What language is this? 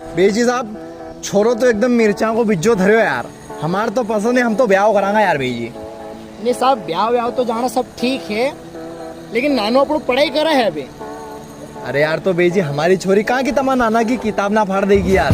Rajasthani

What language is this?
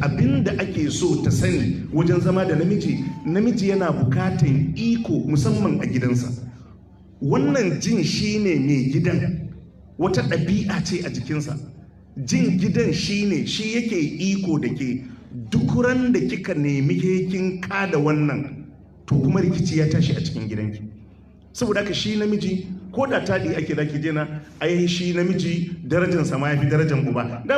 Hausa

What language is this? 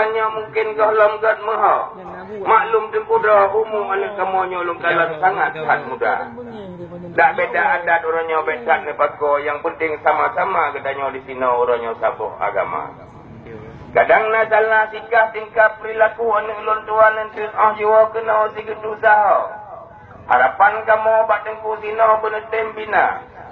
Achinese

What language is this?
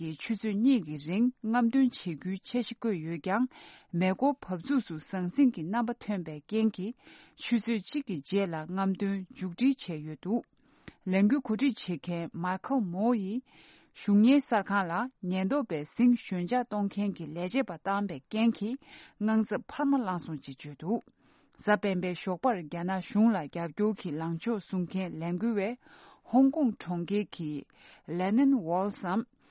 Tibetan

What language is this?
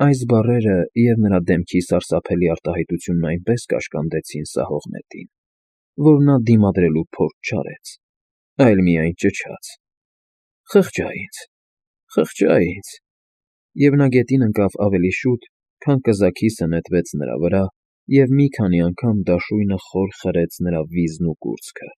Armenian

